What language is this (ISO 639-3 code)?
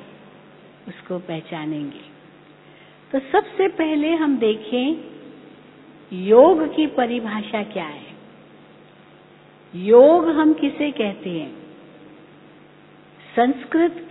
hin